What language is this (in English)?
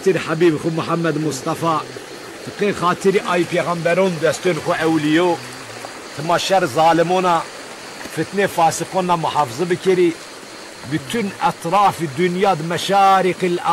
Zaza